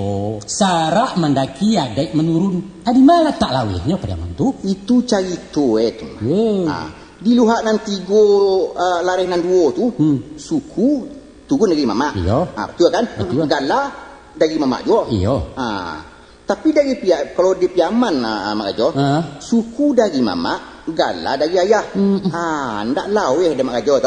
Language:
Minangkabau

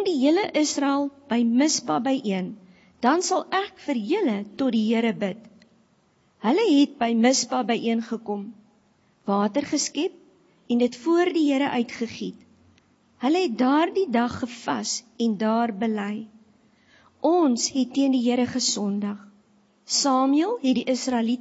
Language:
Afrikaans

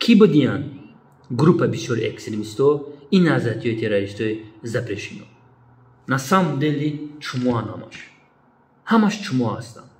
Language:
Tajik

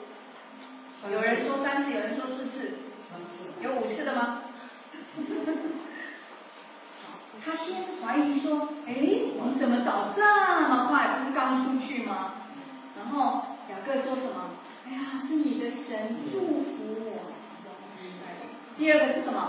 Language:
Chinese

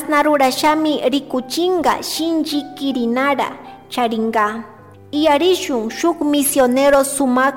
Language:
Chimborazo Highland Quichua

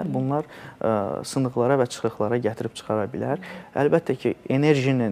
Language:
Azerbaijani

